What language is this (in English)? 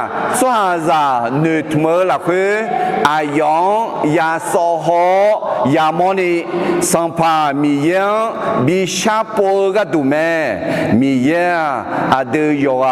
Akha